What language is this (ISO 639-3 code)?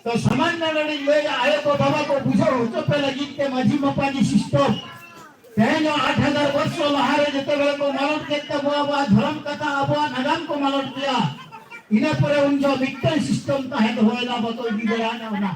sat